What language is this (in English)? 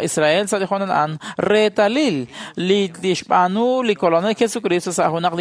Kekchí